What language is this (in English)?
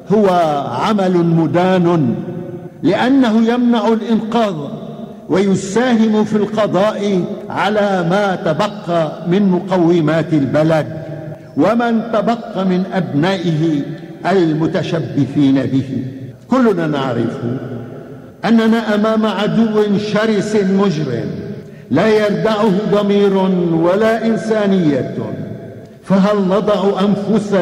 Arabic